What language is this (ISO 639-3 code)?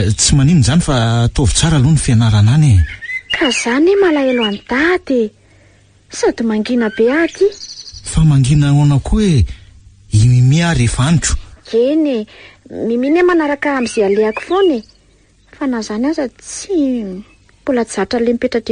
mlg